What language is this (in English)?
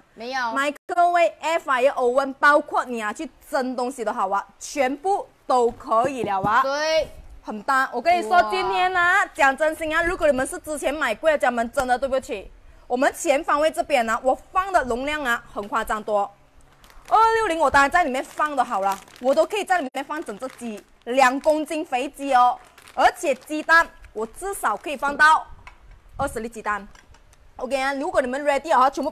Chinese